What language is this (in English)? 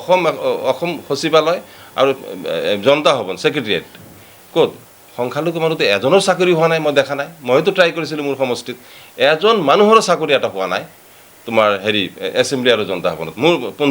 Assamese